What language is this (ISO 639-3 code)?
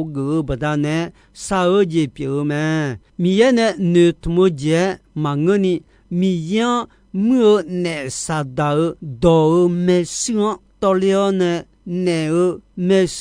ahk